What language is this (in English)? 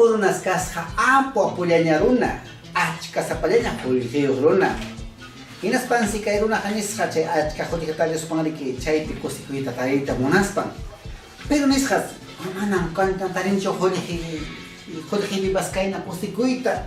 Ayacucho Quechua